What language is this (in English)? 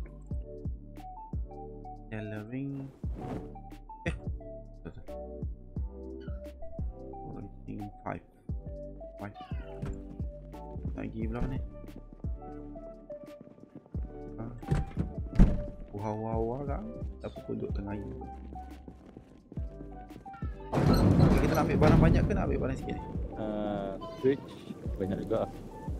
Malay